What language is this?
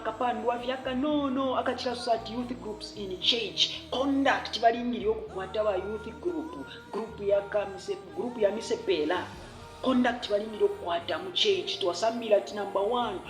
Bemba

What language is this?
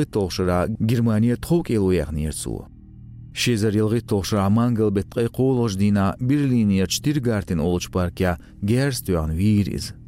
Chechen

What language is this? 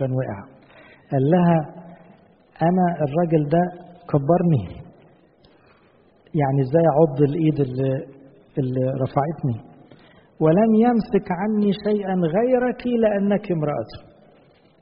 Egyptian Arabic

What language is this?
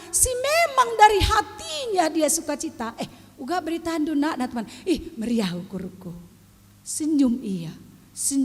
Batak Karo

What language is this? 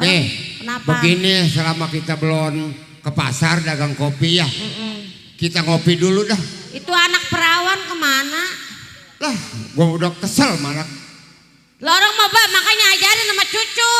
Betawi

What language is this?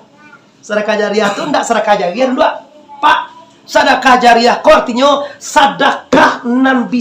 Minangkabau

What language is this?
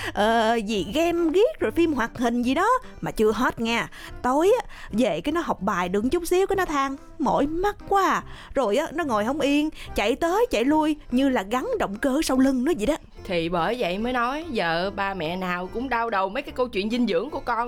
Vietnamese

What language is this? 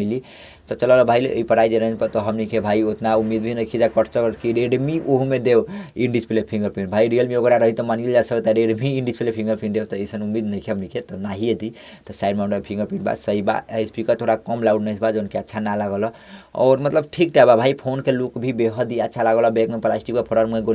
Bhojpuri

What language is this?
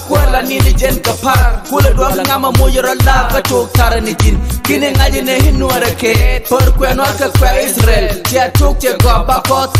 Nuer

